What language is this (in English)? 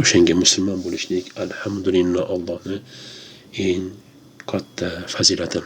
Uzbek